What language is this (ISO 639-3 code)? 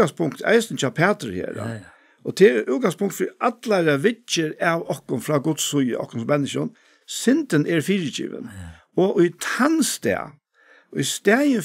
fao